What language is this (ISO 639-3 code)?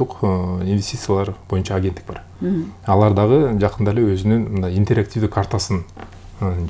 kir